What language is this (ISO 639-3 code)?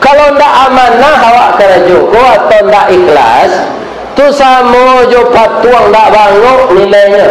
min